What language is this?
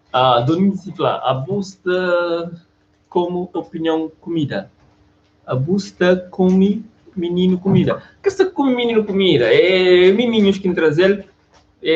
Kabuverdianu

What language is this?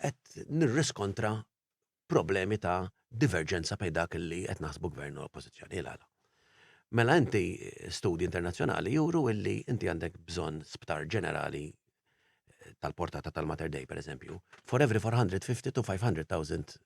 Maltese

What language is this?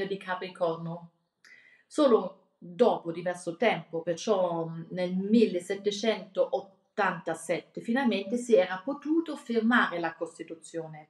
Italian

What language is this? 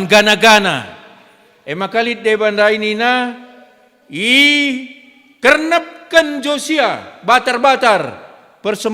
Batak Karo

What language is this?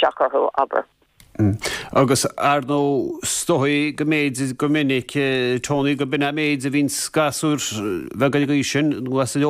Irish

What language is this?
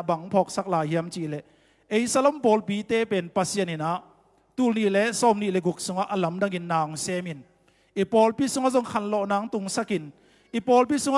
Tedim Chin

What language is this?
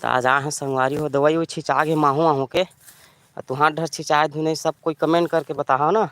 Chhattisgarhi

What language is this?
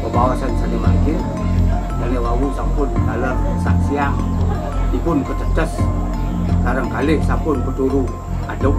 Balinese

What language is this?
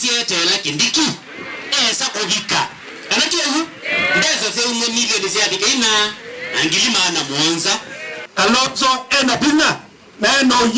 Kamba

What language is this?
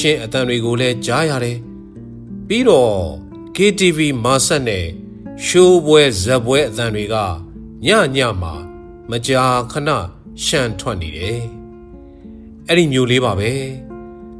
Burmese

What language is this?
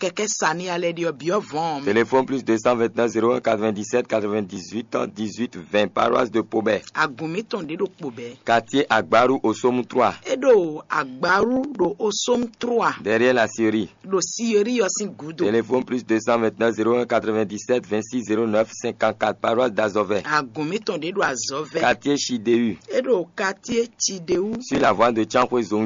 Fon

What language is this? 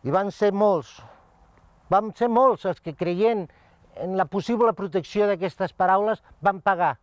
Catalan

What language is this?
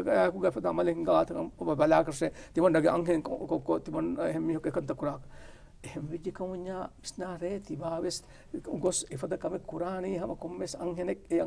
Divehi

